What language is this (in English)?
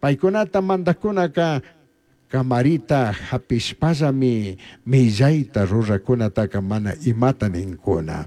Chimborazo Highland Quichua